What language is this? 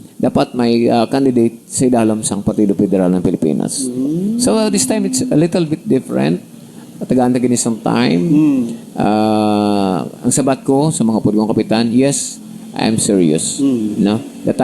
Hiligaynon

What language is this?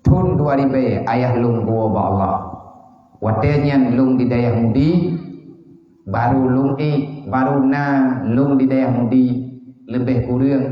Achinese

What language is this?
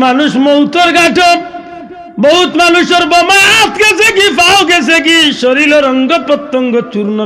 Sylheti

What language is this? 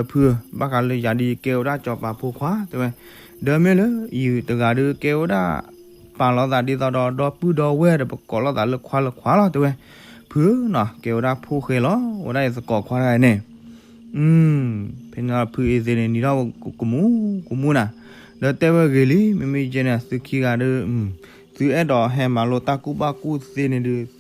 S'gaw Karen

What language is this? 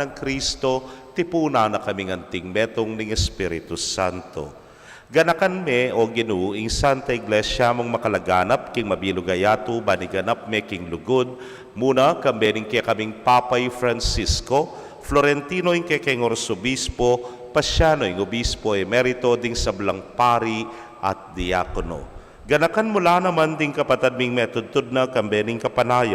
Pampanga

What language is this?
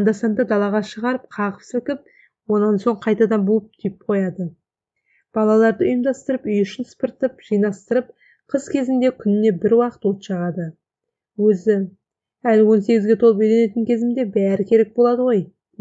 Kazakh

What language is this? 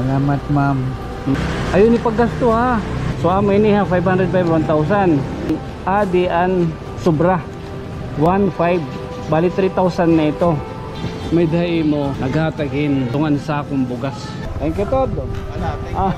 Waray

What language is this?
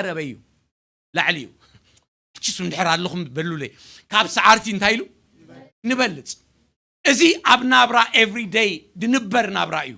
Tigrinya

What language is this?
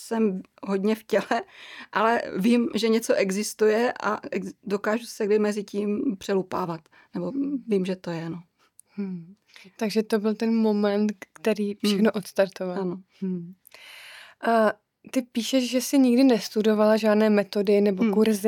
Czech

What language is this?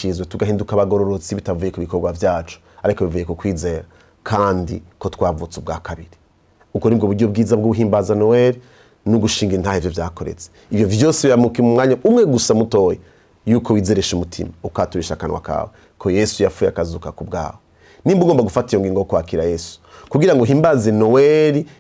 Rundi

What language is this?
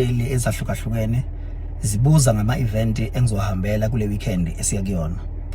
Zulu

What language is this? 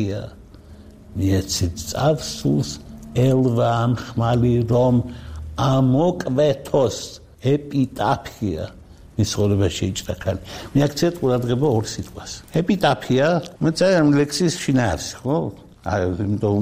Georgian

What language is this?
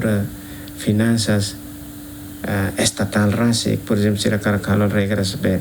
Tetum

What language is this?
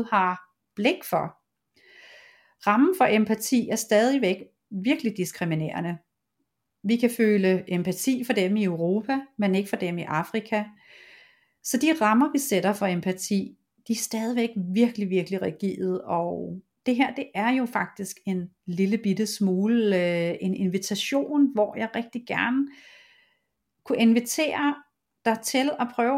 Danish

